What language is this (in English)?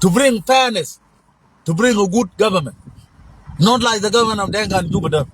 Nuer